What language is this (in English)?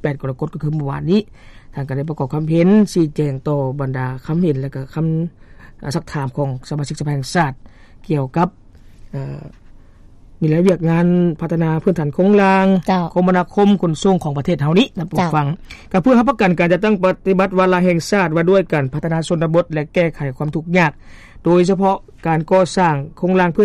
Lao